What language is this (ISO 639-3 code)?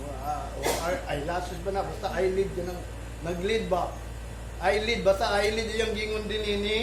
ceb